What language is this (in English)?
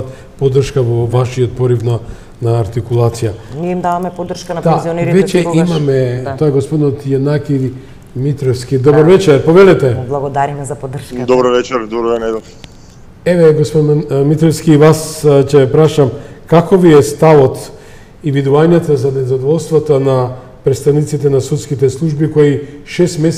Macedonian